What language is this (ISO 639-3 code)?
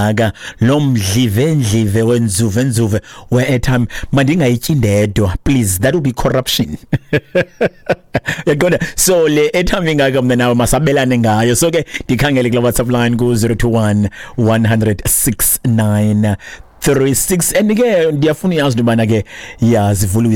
xho